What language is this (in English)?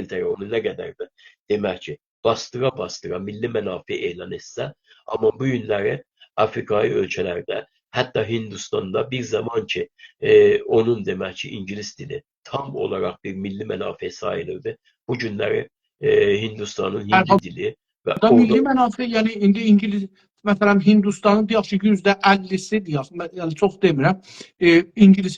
South Azerbaijani